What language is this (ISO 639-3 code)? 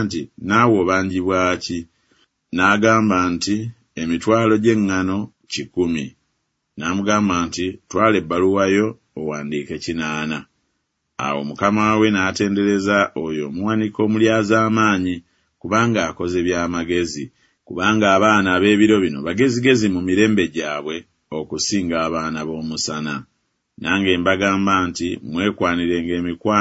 lug